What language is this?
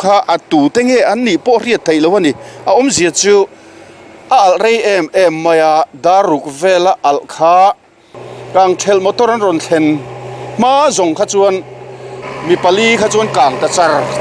Mizo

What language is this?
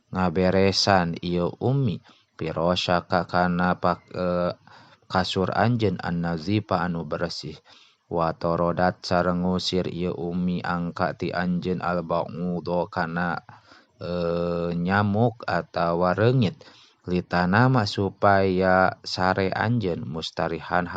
Sundanese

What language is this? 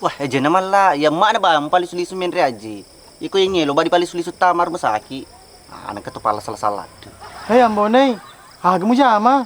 Buginese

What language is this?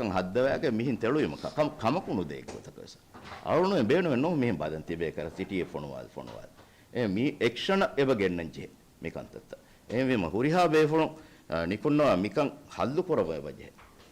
Divehi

